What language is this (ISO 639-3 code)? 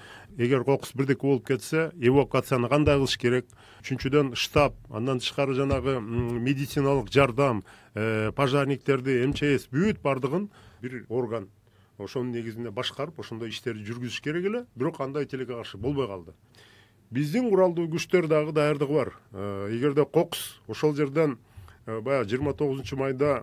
kir